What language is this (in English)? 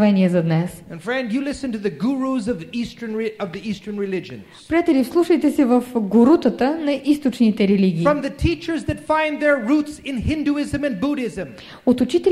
Bulgarian